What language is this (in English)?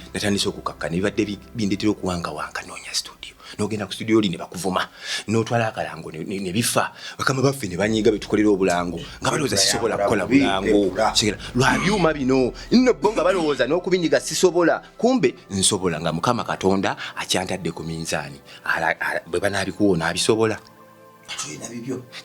Ganda